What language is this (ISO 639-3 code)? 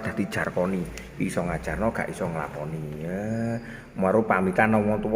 jav